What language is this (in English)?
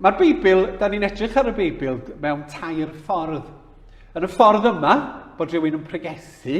Welsh